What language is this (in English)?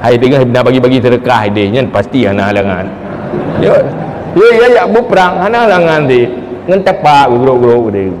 Achinese